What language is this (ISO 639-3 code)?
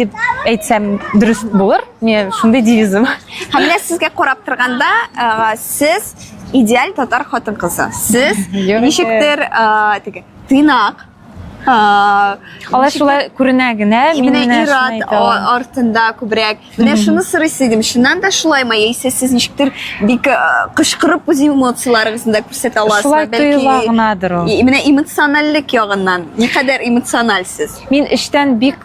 tat